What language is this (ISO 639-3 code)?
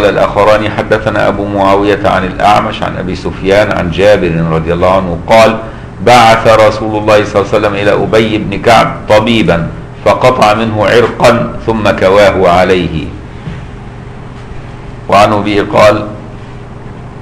ara